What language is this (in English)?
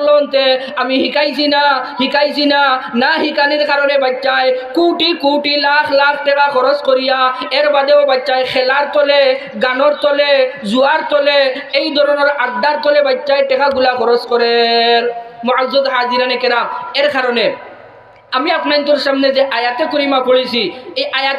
Sylheti